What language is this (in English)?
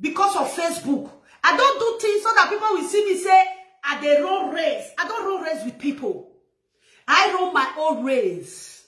Nigerian Pidgin